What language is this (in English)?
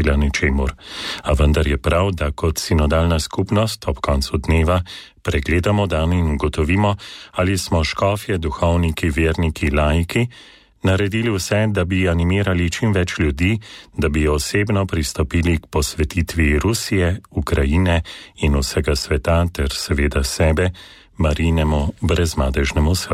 Slovenian